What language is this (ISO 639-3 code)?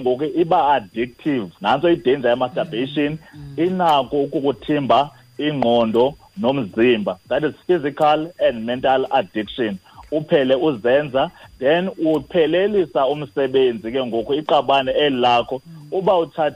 xho